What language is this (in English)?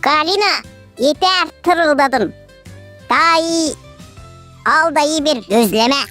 Gagauz